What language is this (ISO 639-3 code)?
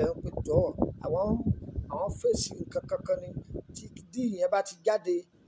yor